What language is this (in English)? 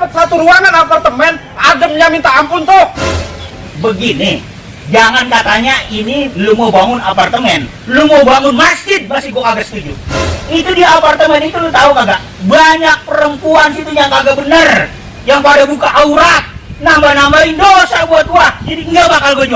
Betawi